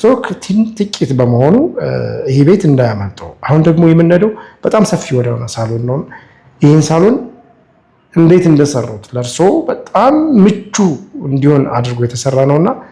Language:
Amharic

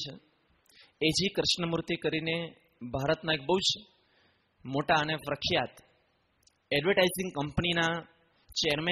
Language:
Gujarati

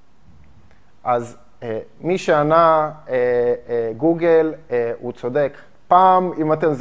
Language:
Hebrew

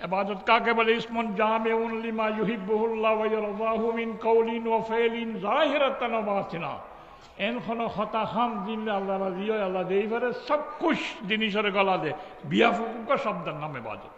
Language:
Rohingya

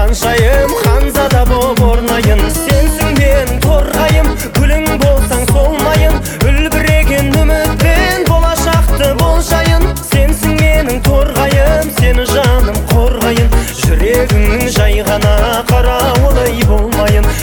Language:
Kazakh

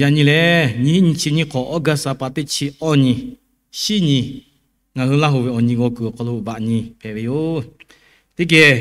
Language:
Lahu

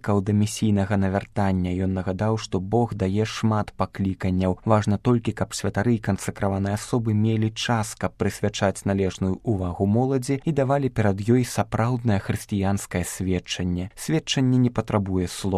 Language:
Belarusian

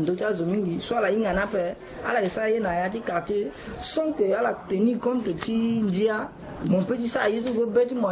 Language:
Sango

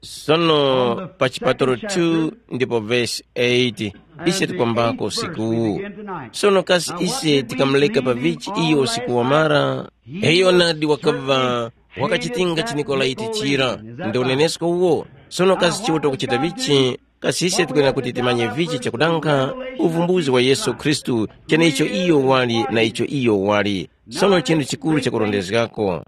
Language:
Tumbuka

